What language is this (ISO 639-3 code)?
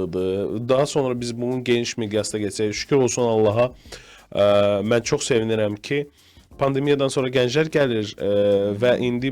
aze